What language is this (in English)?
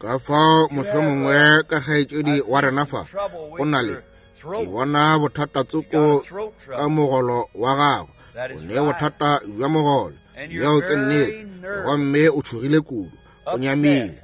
Northern Sotho